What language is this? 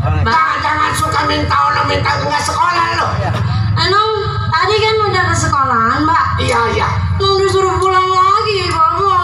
Betawi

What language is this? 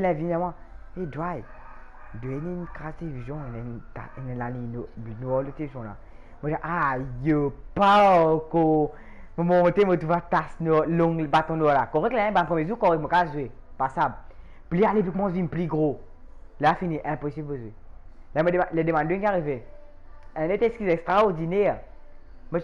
Morisyen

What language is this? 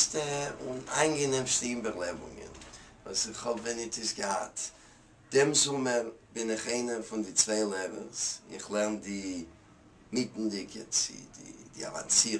Yiddish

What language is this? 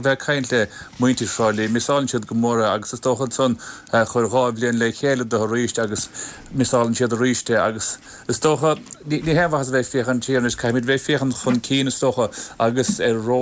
Irish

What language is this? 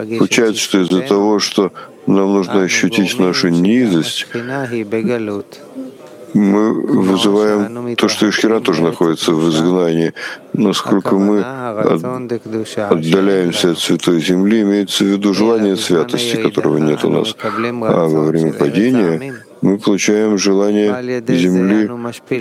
Russian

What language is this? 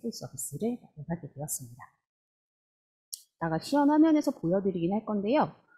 Korean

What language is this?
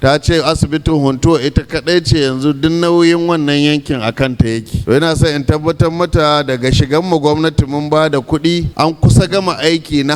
Hausa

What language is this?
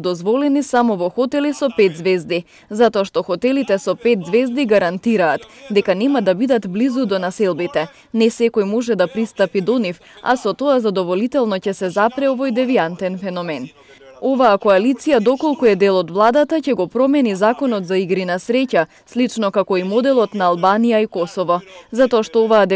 Macedonian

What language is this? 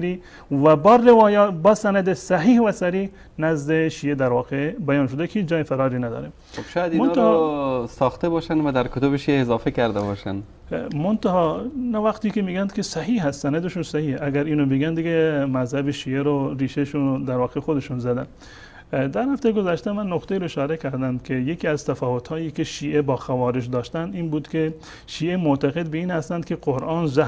Persian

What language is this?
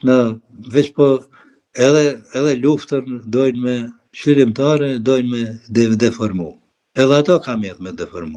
Albanian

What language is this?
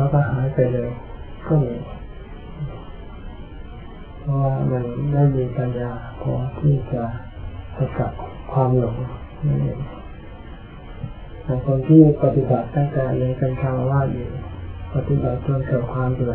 Thai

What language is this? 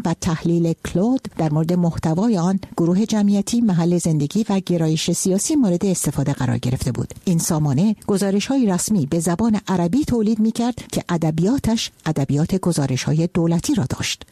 Persian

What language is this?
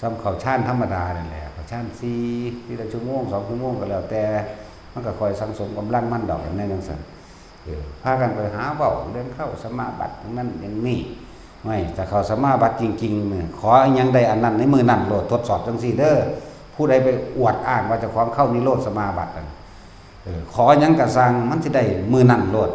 Northeastern Thai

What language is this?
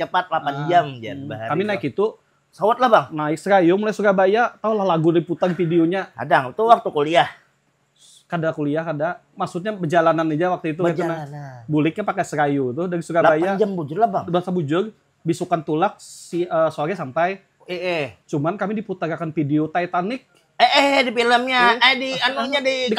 Banjar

